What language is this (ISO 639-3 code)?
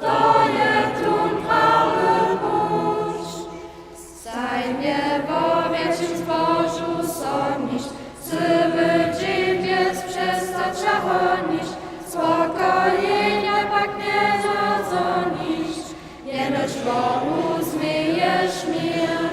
hsb